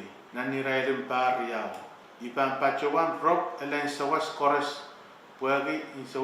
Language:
Pohnpeian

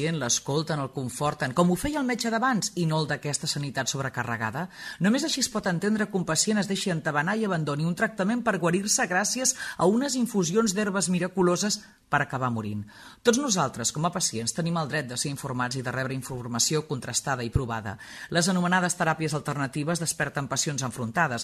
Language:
Catalan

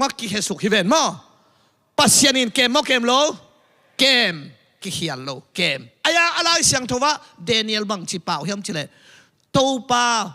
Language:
Tedim Chin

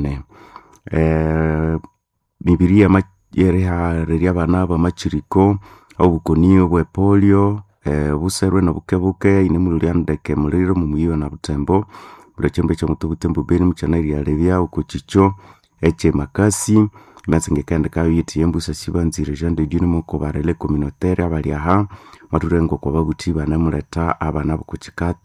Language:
Nande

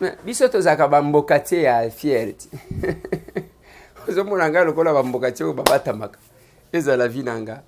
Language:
Lingala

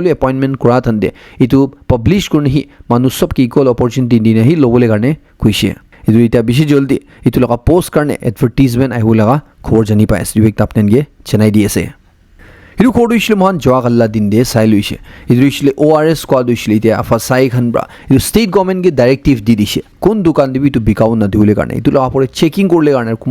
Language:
Naga Pidgin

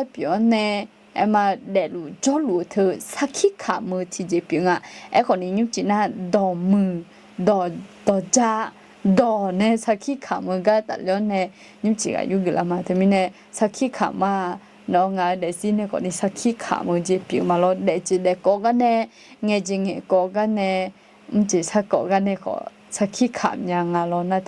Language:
Akha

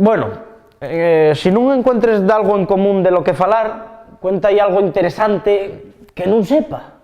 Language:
Asturian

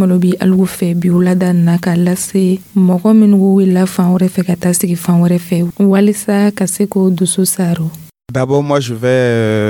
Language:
Dyula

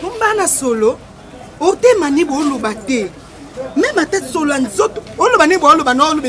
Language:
Lingala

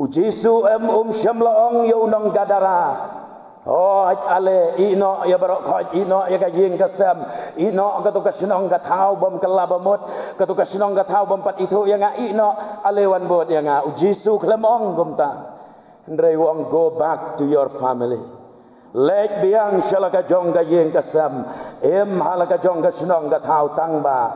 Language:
Khasi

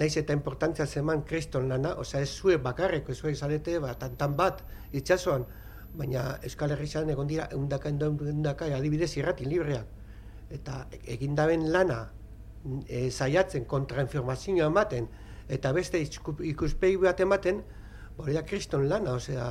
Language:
Basque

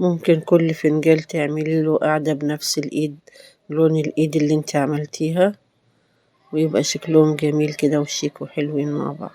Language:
Egyptian Arabic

